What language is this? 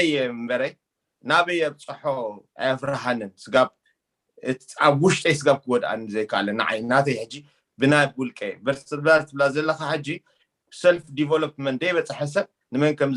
Tigrinya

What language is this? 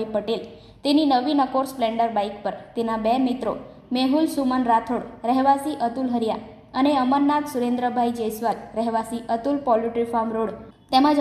Gujarati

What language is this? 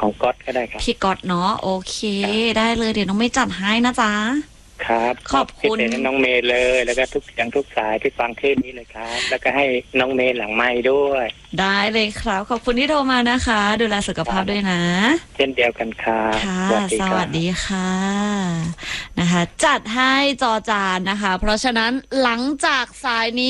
Thai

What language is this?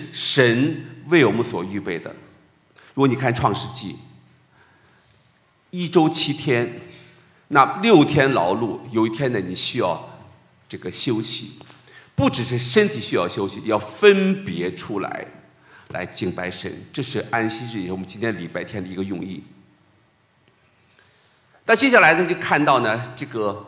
Chinese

